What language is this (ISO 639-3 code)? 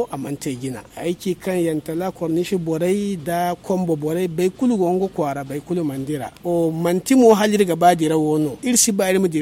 dje